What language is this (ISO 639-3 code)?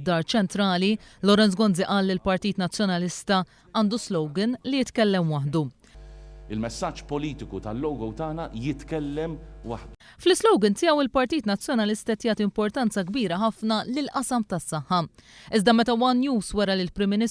mlt